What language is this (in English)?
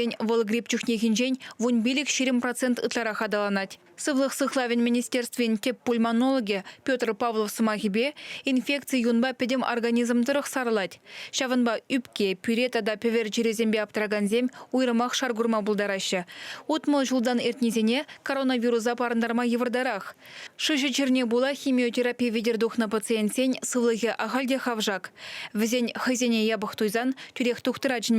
Chuvash